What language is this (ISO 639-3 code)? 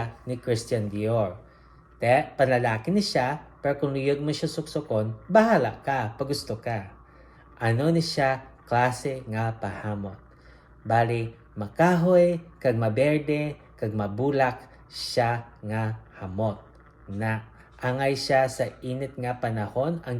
hil